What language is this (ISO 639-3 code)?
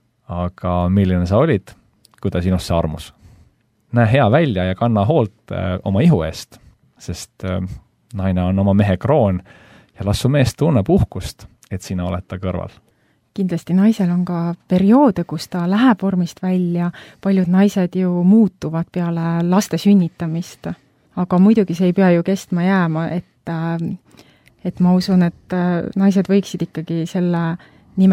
est